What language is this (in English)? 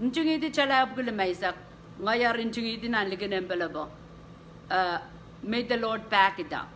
Pohnpeian